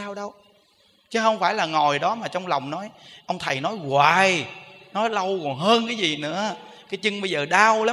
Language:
Vietnamese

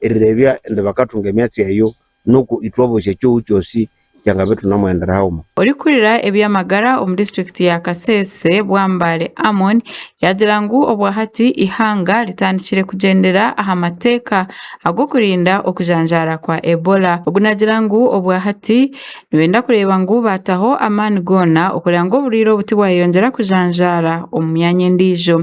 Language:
Nyankole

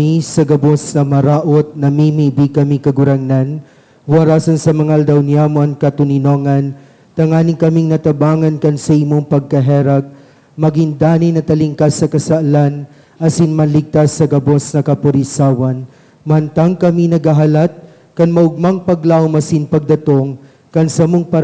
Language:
Bikol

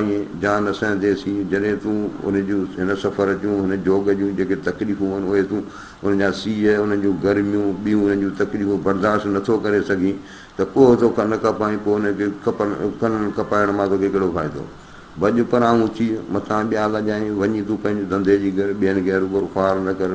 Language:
Sindhi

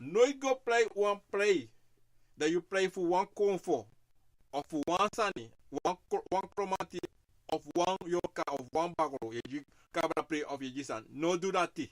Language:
Sranan Tongo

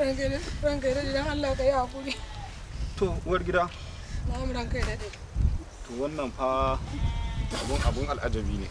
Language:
Hausa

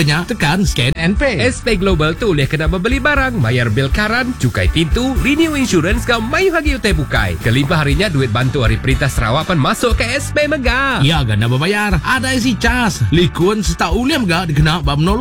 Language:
Iban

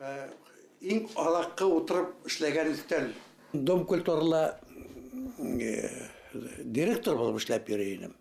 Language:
Bashkir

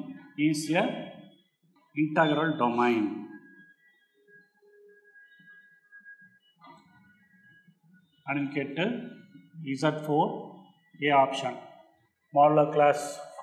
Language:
Tamil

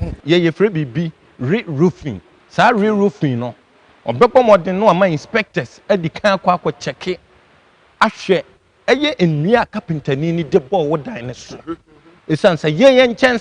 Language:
Akan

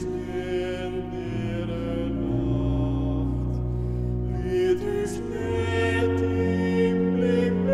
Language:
Western Frisian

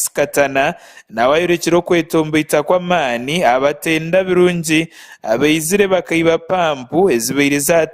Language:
Nyankole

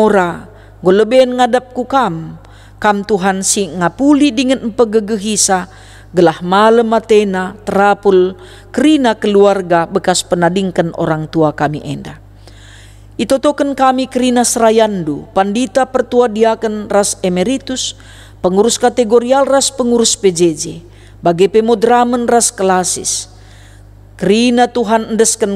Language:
Batak Karo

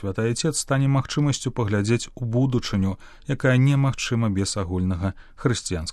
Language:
Belarusian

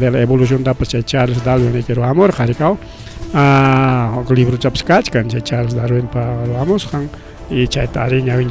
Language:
Ayacucho Quechua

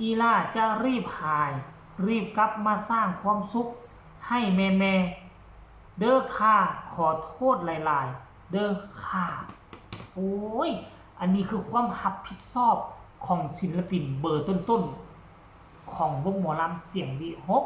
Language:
Northeastern Thai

